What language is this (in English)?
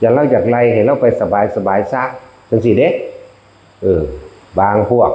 Northeastern Thai